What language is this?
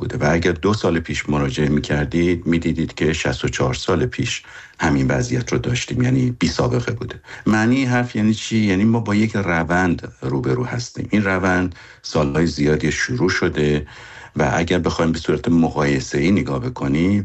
Persian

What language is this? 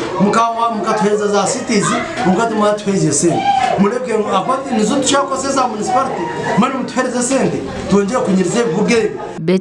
Nyankole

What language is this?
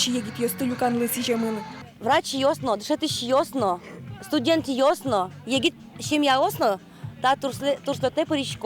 Udmurt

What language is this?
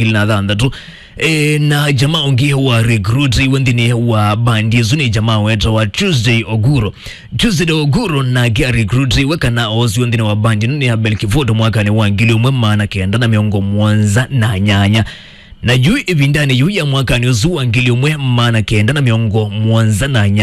Kamba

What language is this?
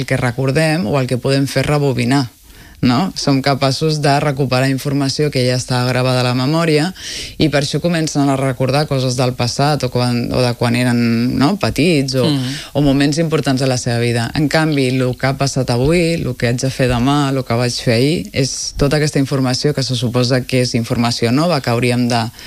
Catalan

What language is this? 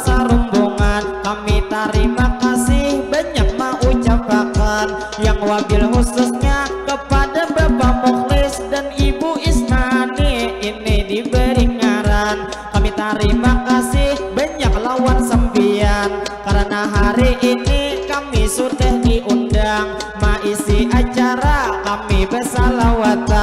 Banjar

